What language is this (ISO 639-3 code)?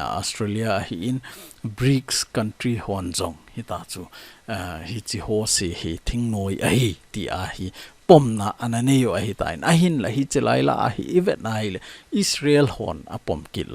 tcz